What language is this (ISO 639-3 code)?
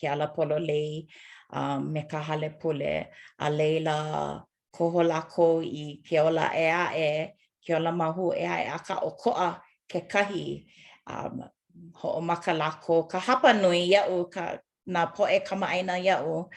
haw